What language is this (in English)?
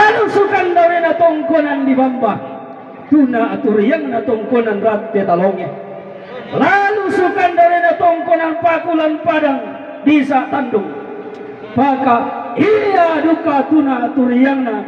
Toraja-Sa'dan